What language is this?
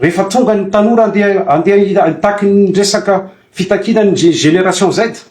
Malagasy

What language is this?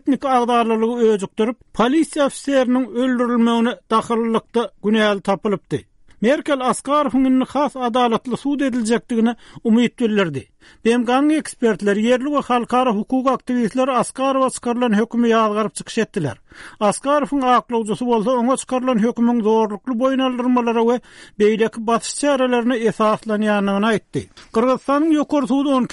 Turkmen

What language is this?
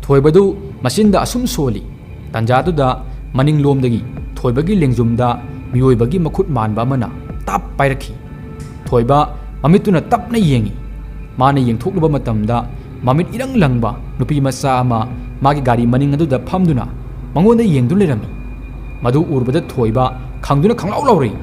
Manipuri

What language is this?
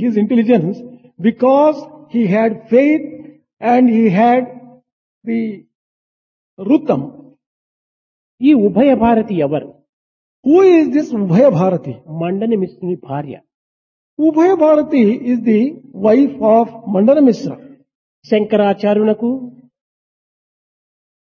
Telugu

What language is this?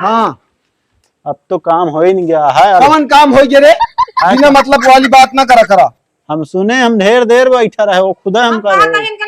Awadhi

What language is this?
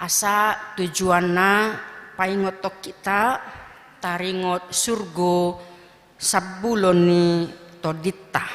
Batak Toba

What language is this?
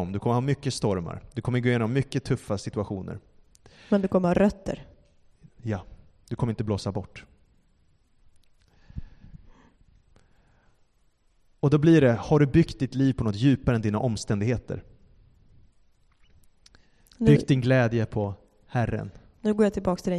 Swedish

